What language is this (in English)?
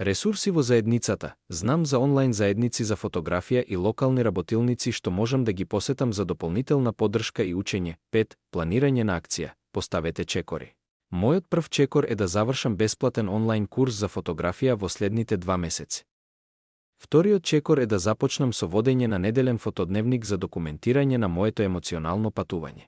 Macedonian